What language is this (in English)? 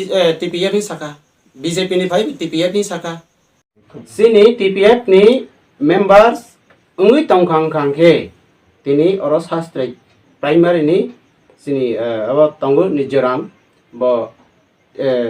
Kok Borok